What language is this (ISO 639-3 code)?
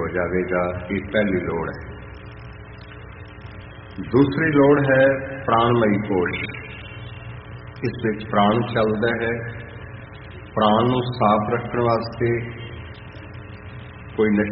pan